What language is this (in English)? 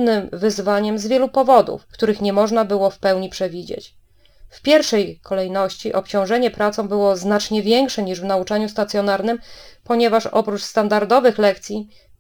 Polish